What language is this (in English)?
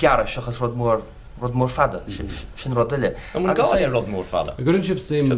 Irish